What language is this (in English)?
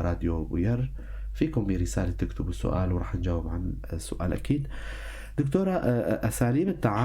North Levantine Arabic